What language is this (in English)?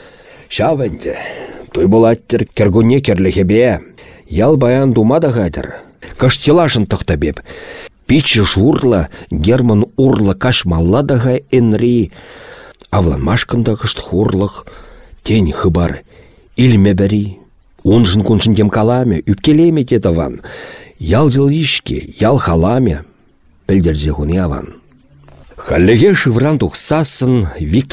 Chuvash